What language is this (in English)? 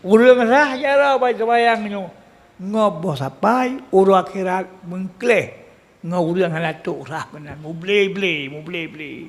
Achinese